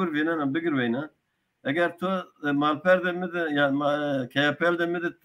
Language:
Zaza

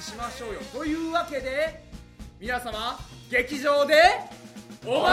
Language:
Japanese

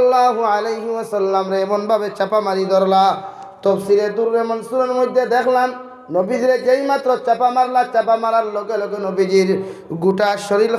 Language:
Sylheti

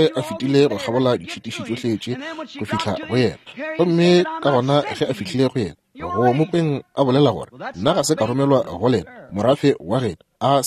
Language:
Northern Sotho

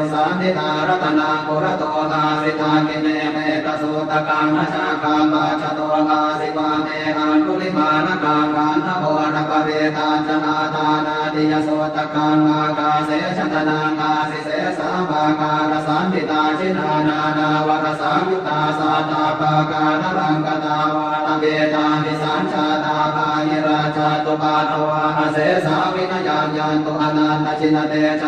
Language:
Pali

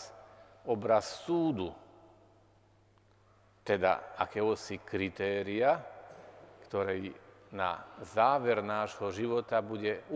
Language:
Slovak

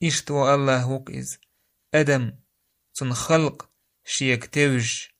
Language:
Chechen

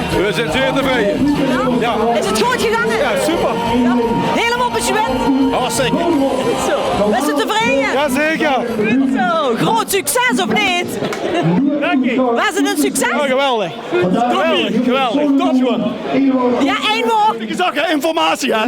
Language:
Limburgish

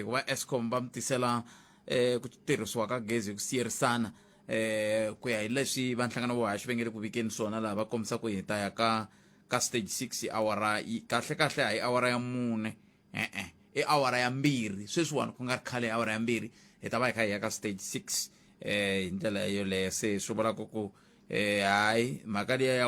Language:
Tsonga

